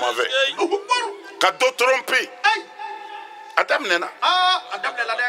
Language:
Bambara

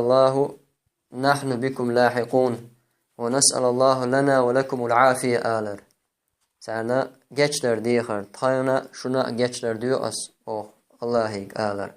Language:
Chechen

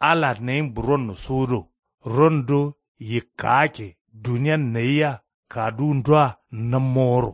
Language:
Kanuri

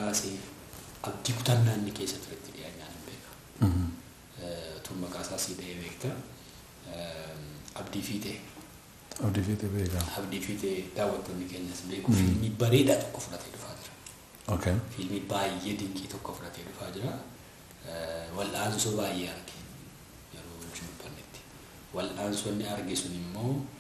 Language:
Oromo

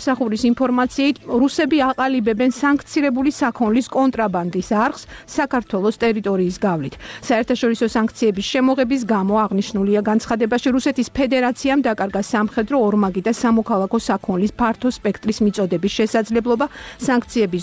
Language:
Georgian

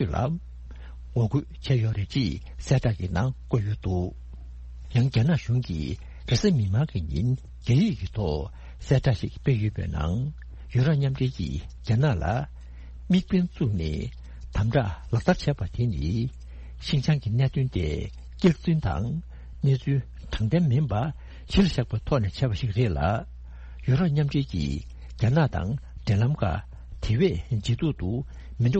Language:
Tibetan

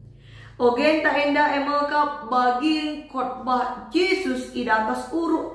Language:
Batak Karo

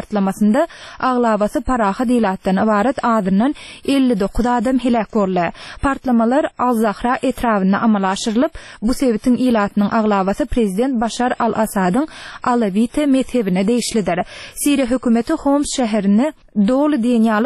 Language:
Turkmen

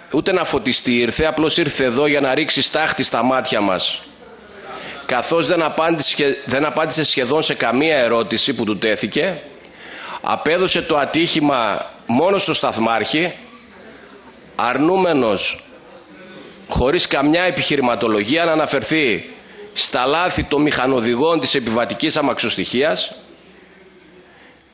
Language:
Greek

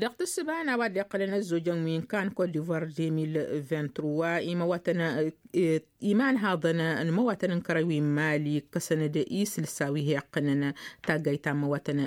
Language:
Tamasheq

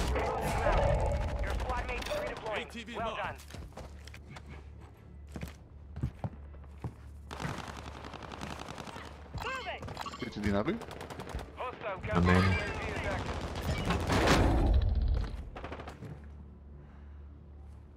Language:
Dutch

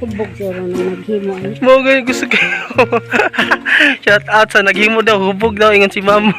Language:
Cebuano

